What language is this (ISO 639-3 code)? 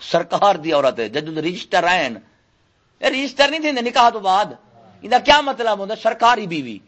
skr